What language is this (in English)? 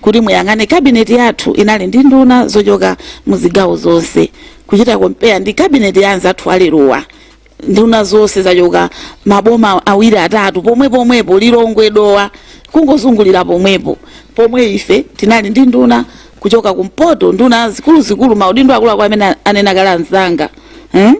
Nyanja